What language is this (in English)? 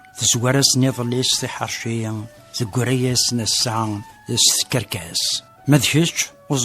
Kabyle